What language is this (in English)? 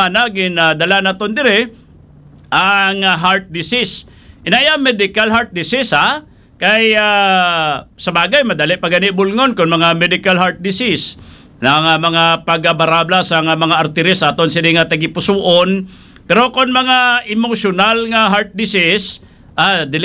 Hiligaynon